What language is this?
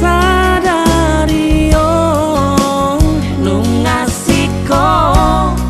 Batak Toba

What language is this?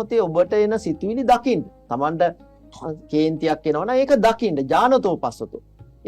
Sinhala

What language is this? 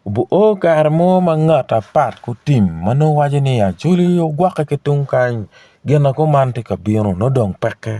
Acoli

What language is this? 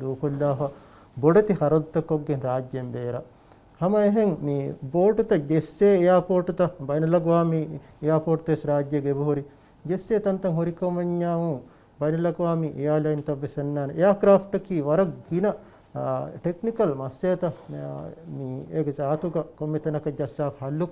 Divehi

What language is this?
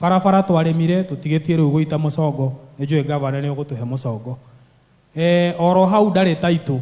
Kikuyu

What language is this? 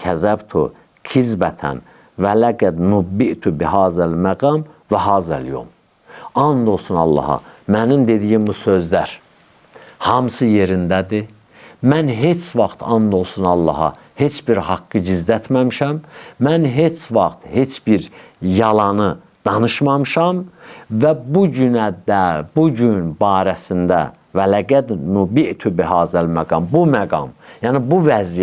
Azerbaijani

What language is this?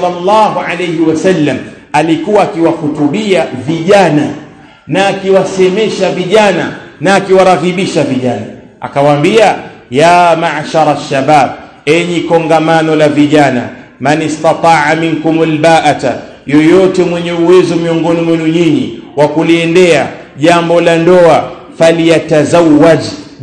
Swahili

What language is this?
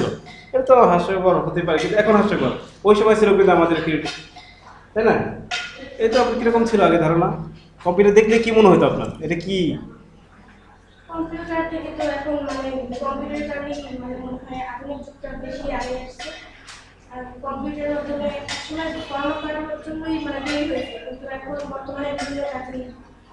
Bangla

